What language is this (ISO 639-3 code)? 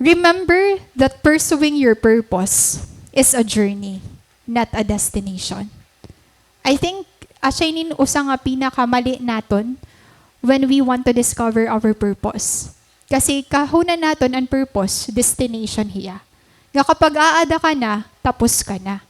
war